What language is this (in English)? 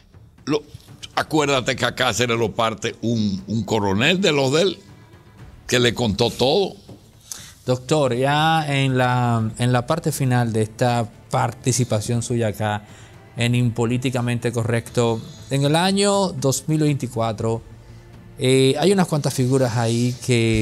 Spanish